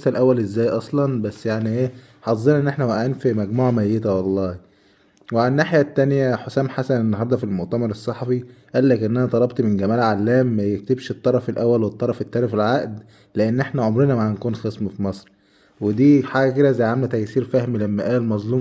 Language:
Egyptian Arabic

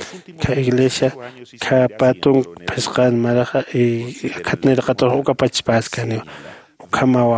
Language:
Aymara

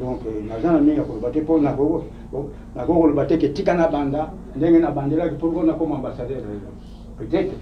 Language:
Lingala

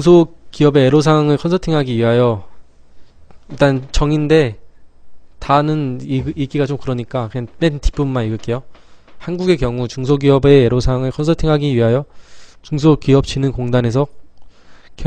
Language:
Korean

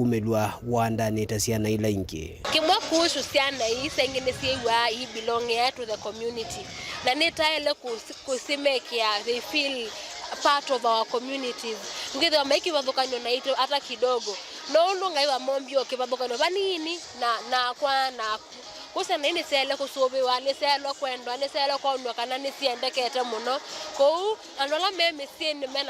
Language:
Kamba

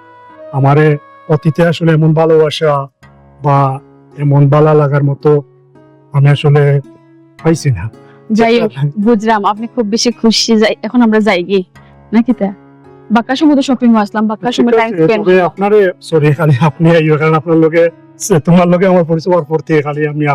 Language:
Sylheti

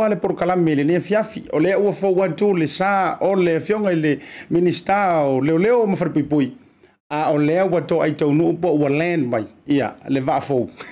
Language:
Samoan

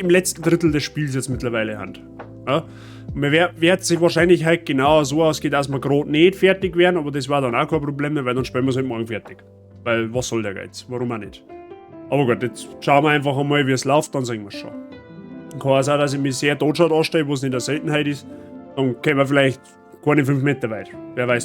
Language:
Bavarian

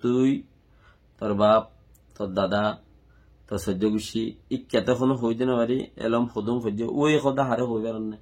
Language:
Rohingya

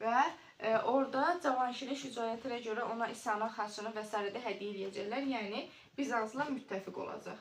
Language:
Azerbaijani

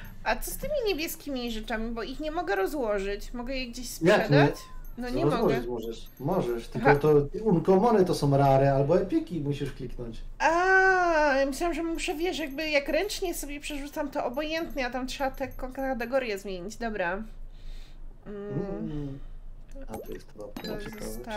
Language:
Polish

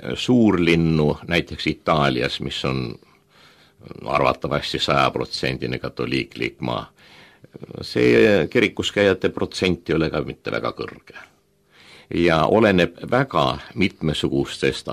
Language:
Estonian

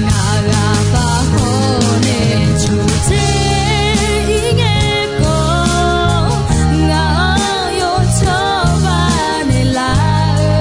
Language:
Akha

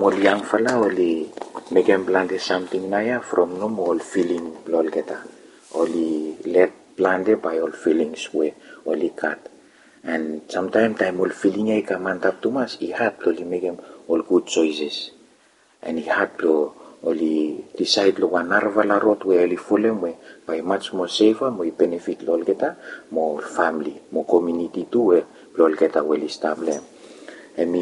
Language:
Bislama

